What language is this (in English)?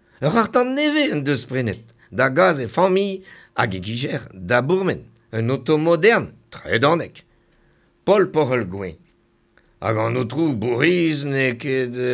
Breton